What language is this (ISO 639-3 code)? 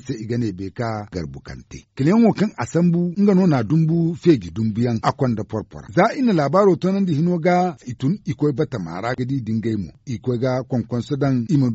dje